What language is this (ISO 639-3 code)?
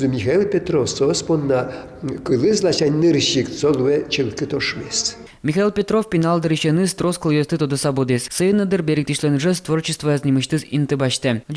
udm